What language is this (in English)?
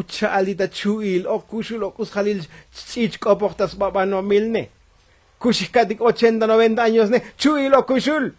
Tzotzil